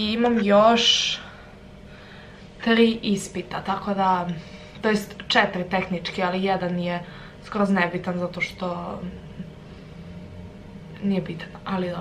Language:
Croatian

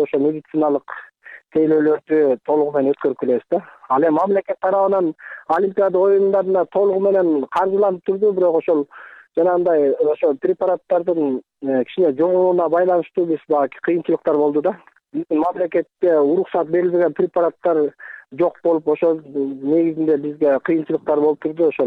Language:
Kyrgyz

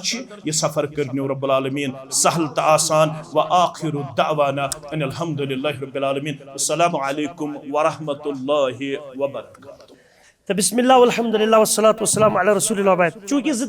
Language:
Kashmiri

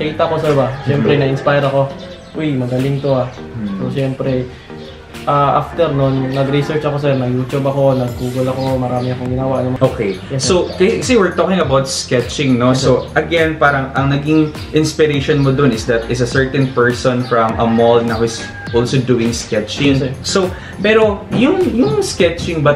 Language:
Filipino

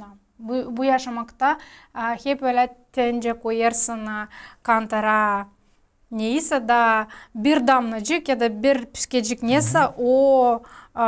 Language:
Gagauz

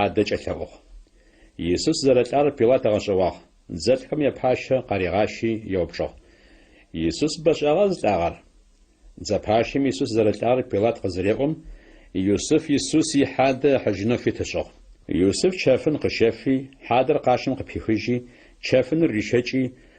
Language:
Adyghe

